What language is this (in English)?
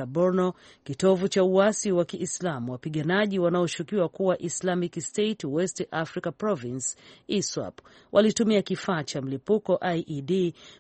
Swahili